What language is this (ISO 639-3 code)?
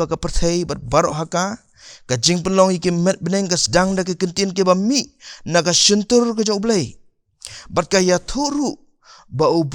kha